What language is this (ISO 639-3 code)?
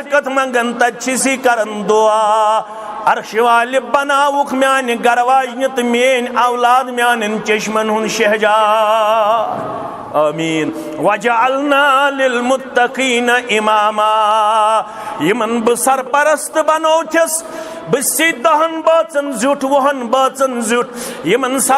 kas